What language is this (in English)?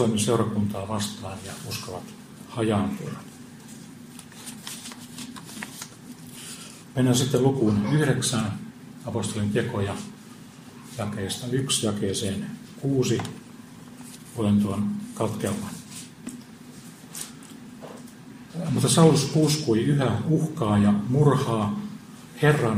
Finnish